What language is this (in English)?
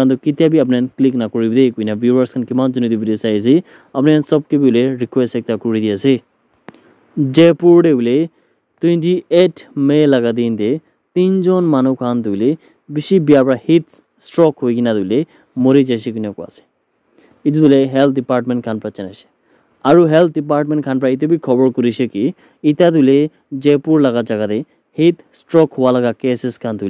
Naga Pidgin